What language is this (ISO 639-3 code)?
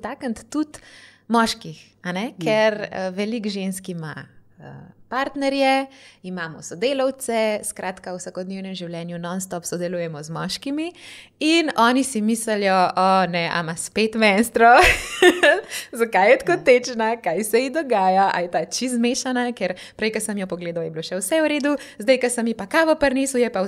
slv